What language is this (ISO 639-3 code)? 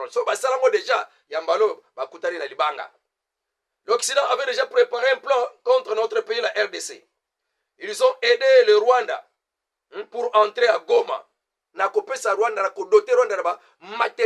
lin